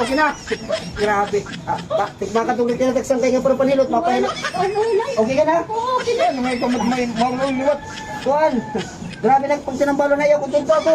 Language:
Waray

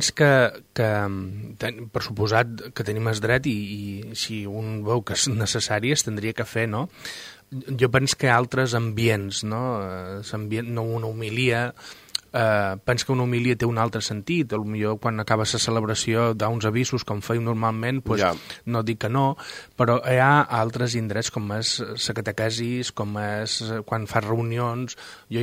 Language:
Catalan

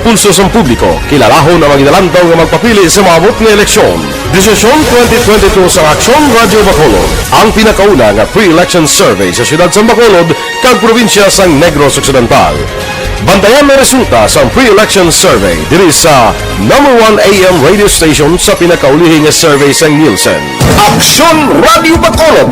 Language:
Hiligaynon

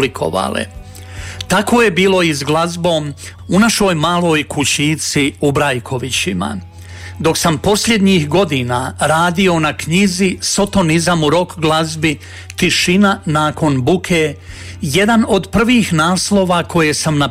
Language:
Croatian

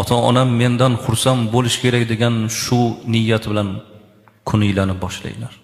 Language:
Uzbek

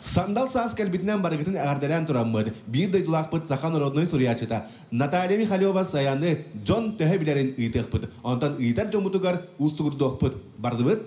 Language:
Yakut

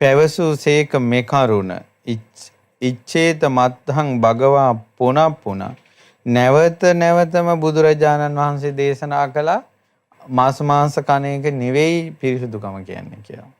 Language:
Sinhala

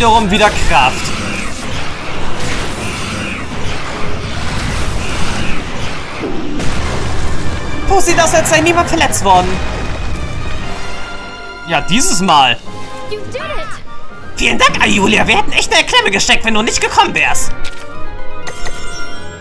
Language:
German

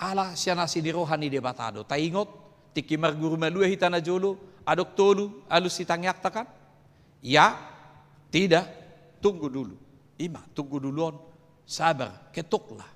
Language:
Batak Toba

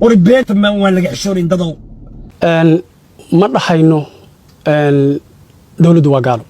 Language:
Somali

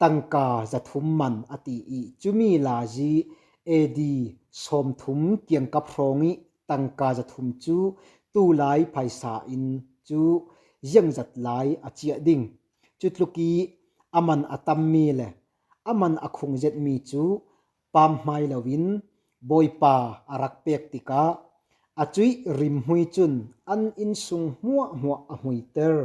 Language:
Falam Chin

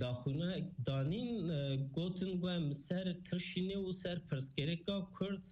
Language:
Kurdish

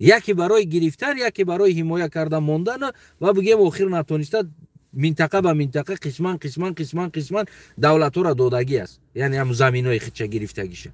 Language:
Tajik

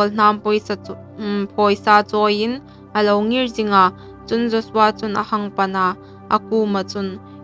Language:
Hmar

